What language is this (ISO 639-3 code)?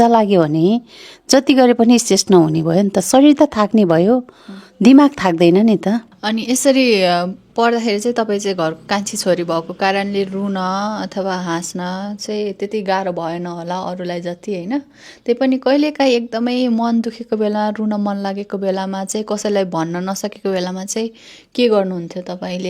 nep